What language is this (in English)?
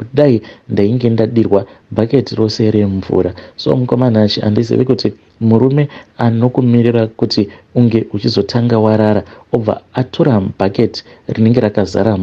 Shona